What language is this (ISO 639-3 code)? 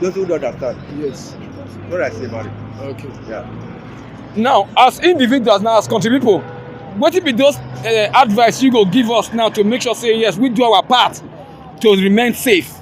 pcm